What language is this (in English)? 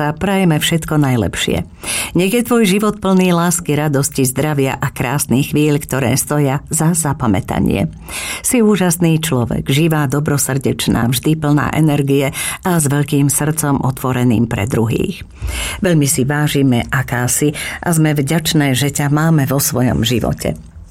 Slovak